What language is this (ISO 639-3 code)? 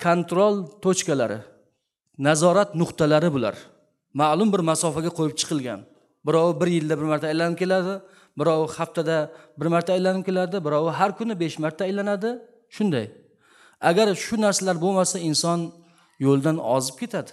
uzb